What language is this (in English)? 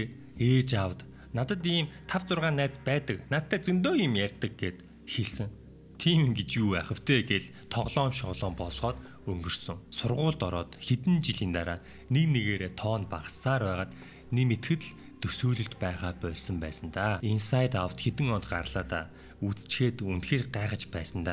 Mongolian